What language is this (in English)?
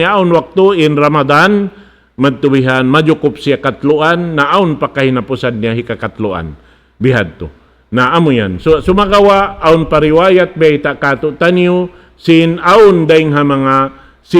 Tausug